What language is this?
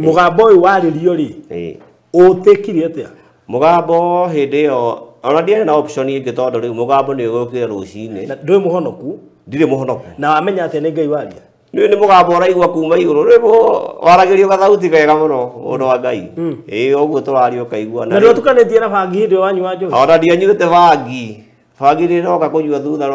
Kikuyu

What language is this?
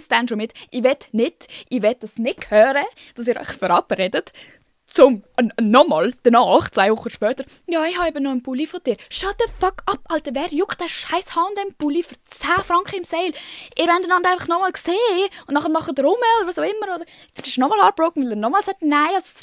Swiss German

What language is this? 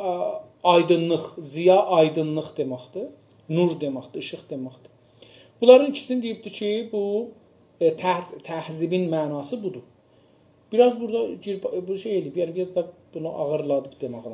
South Azerbaijani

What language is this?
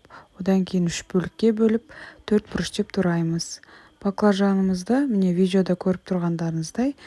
Kazakh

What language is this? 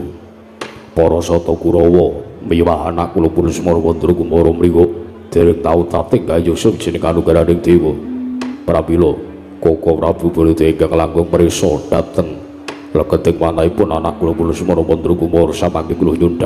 Javanese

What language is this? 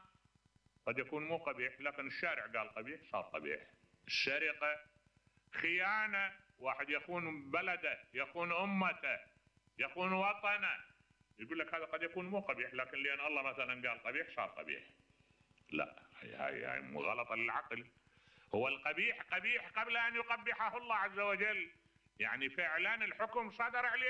Mesopotamian Arabic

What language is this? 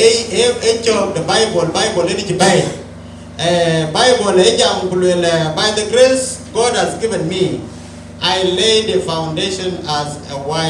Dinka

